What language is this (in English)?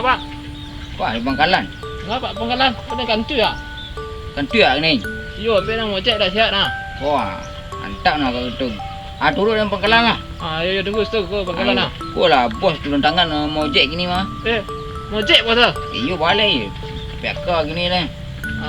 Minangkabau